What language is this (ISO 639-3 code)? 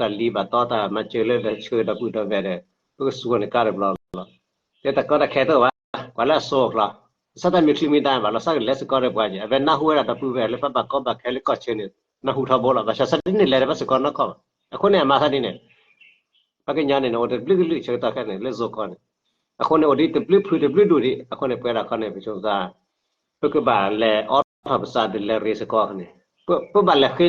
ksw